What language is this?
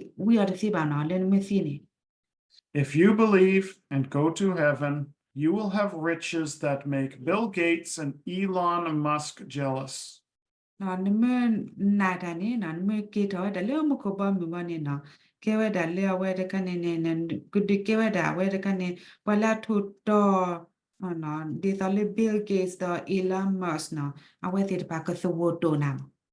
S'gaw Karen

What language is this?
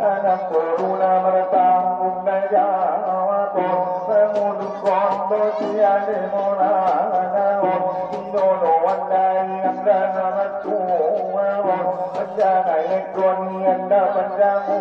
Batak Angkola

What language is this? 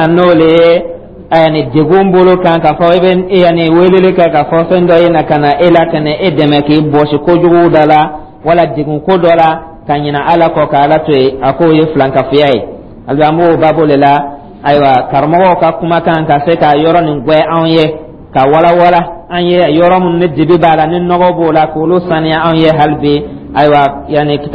Dyula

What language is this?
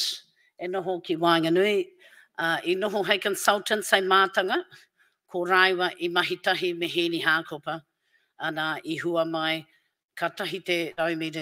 Māori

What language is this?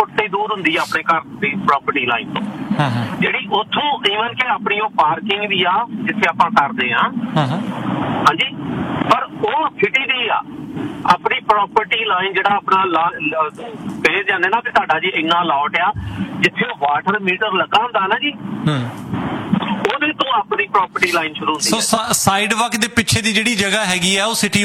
Punjabi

